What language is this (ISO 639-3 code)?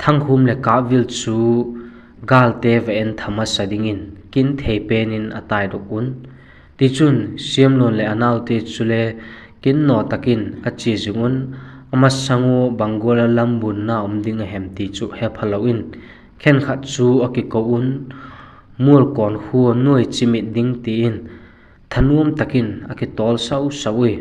vap